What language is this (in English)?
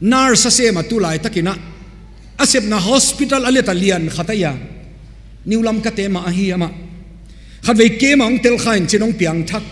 Tedim Chin